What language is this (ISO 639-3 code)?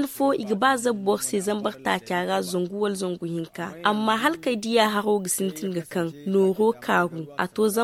dje